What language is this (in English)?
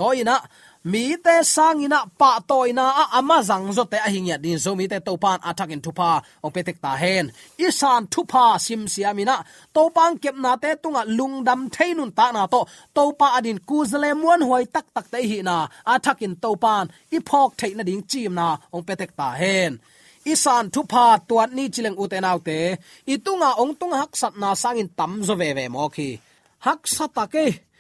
Tedim Chin